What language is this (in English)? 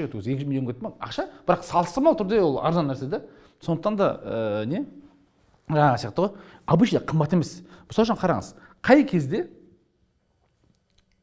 Kazakh